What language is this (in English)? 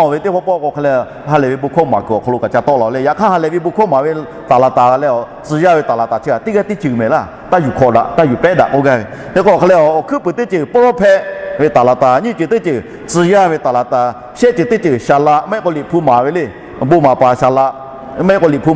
Lahu